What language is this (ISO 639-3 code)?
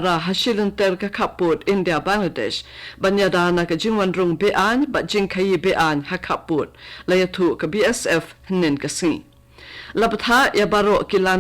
kha